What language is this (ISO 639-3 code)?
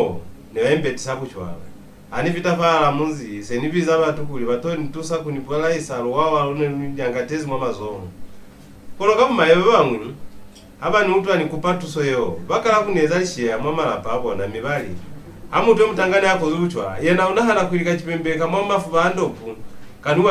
loz